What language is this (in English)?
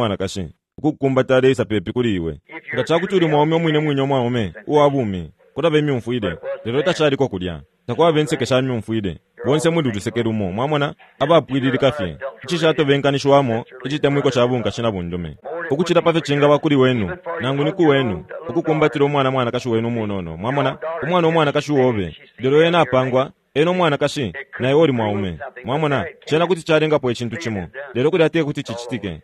Bemba